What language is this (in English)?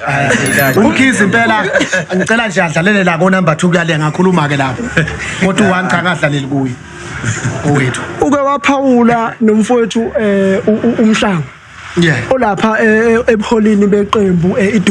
Zulu